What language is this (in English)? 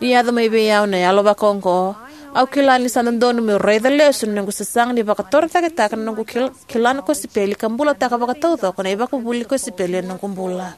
Fijian